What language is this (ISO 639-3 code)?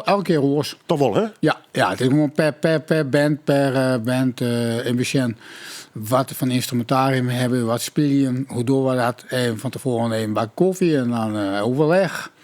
fry